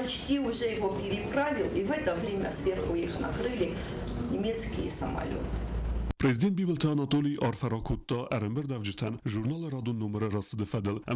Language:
Ossetic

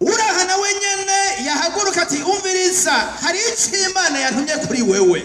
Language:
Rundi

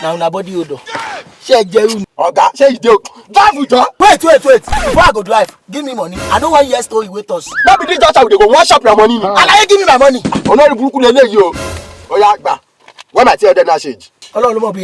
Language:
Nigerian Pidgin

